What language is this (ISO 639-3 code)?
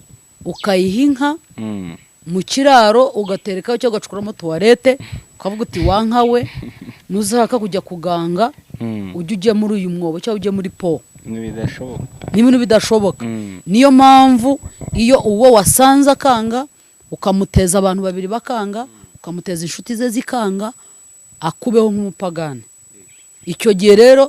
kin